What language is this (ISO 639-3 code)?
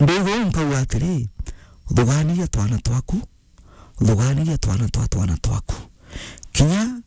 mer